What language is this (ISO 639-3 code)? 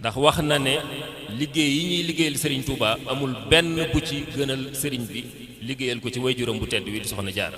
wol